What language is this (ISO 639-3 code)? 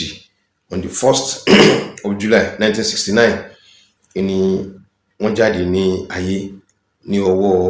yor